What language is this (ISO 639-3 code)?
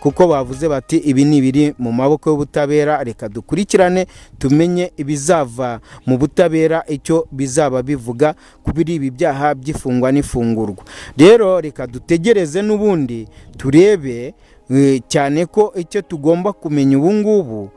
kin